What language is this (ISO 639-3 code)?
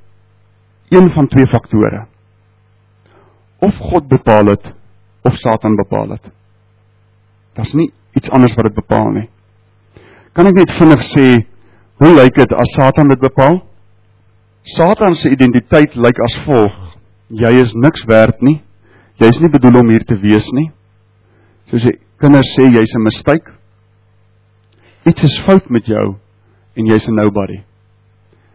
afr